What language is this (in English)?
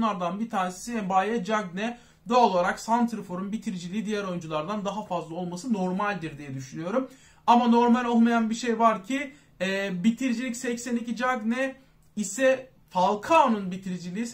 Turkish